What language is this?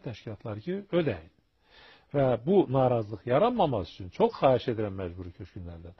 Azerbaijani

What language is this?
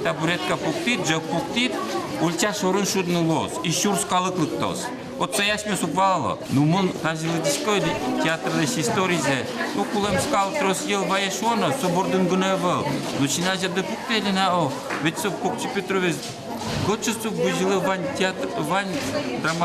Udmurt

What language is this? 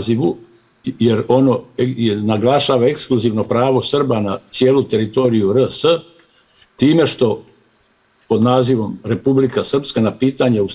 Bosnian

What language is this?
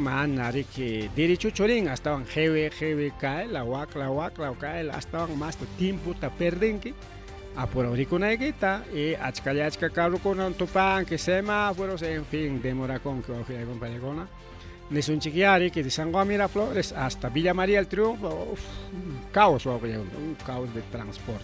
Ayacucho Quechua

